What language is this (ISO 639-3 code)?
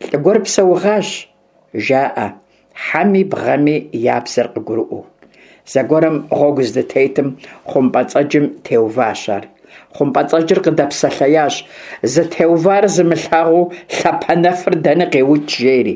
kbd